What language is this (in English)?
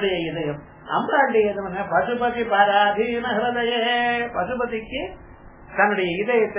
Tamil